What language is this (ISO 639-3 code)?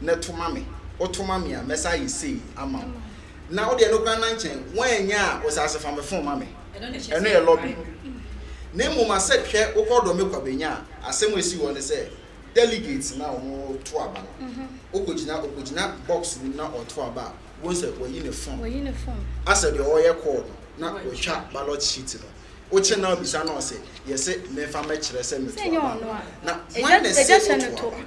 aka